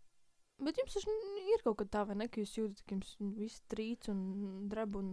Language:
Latvian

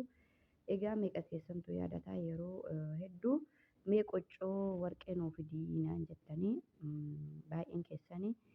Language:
Oromo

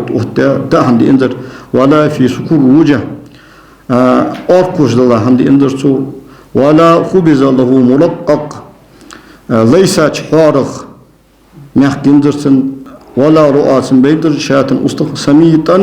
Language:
Ingush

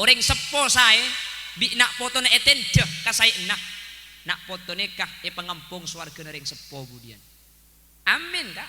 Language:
Madurese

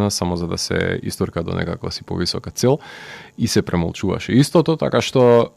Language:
Macedonian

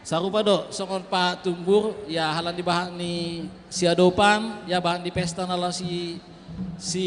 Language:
Batak Simalungun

